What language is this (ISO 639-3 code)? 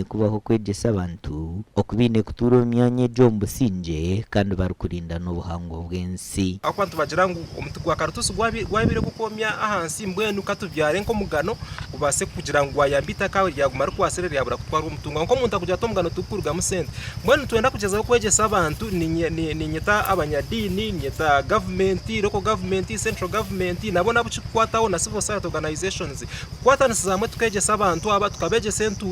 nyn